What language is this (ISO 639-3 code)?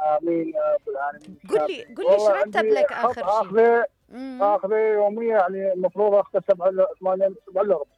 acm